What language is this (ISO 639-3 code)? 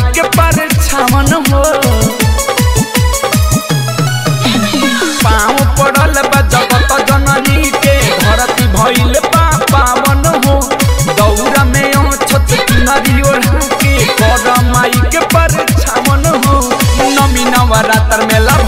bho